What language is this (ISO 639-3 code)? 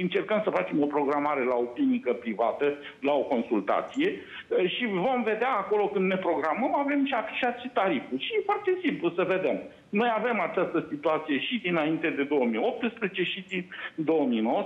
ron